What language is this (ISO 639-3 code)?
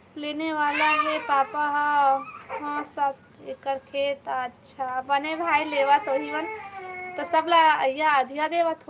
hne